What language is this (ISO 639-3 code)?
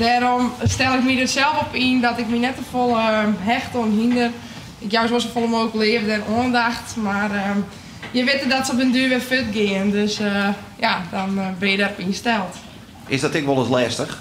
fry